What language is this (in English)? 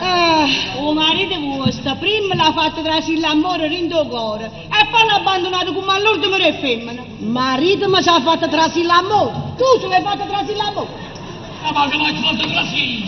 Neapolitan